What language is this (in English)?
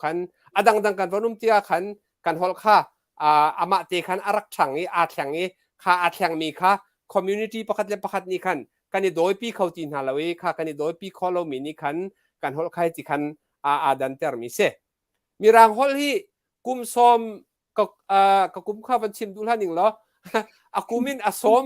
Hakha Chin